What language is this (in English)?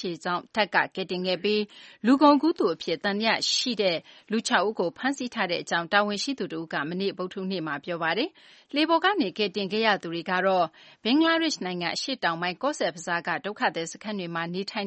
Burmese